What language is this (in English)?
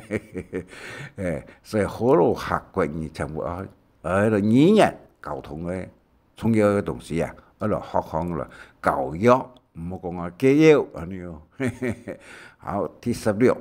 Hakka Chinese